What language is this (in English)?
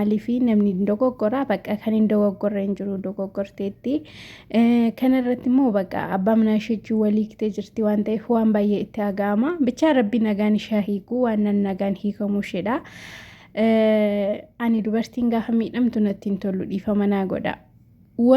Oromo